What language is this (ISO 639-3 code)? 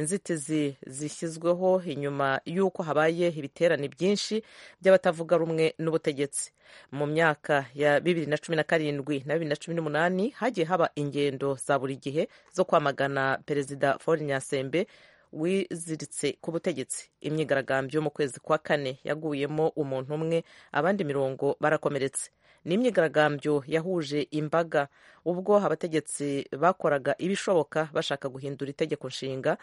kin